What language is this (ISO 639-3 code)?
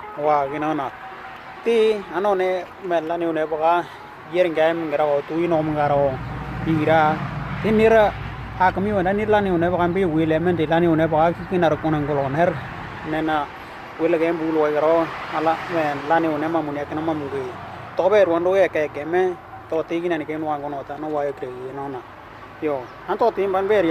dnw